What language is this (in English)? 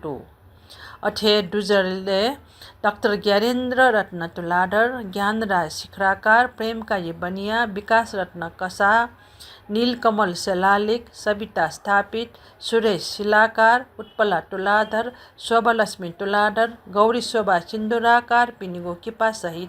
Newari